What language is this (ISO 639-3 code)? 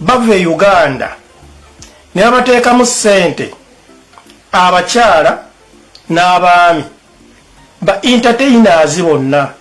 lug